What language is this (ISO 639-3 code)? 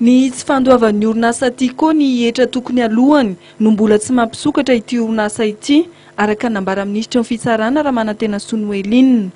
mlg